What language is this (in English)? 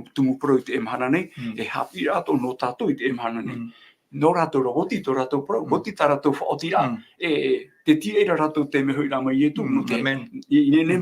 Tahitian